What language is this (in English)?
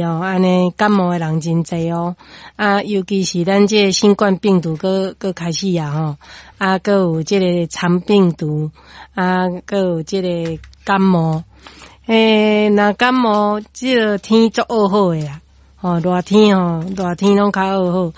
Min Nan Chinese